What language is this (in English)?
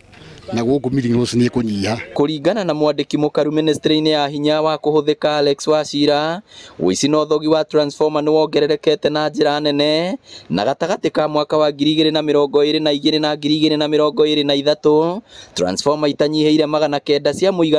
Kikuyu